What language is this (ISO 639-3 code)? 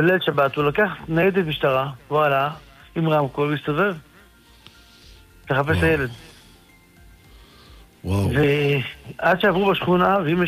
heb